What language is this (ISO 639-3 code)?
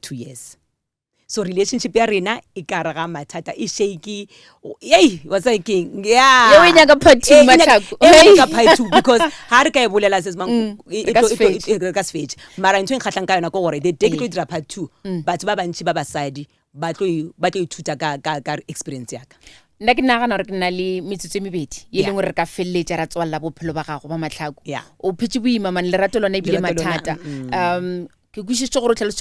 nso